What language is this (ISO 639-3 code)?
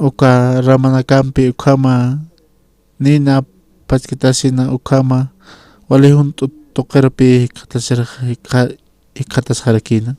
aym